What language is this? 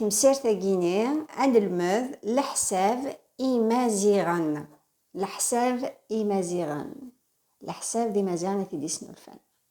Kabyle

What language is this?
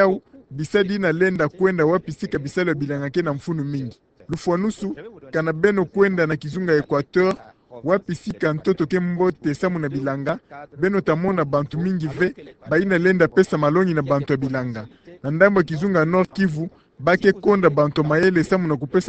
Kituba (Democratic Republic of Congo)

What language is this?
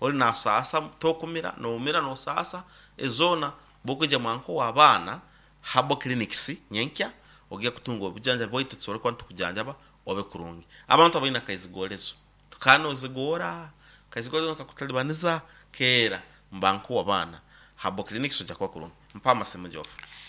Nyoro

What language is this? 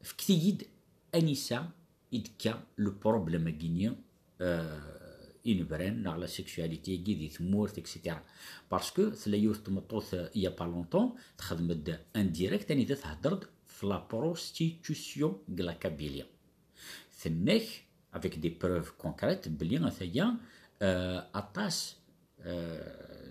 Kabyle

